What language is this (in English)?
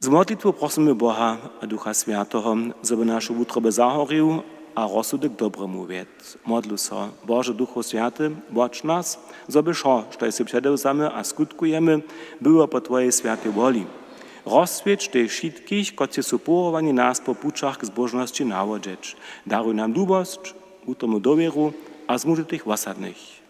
Upper Sorbian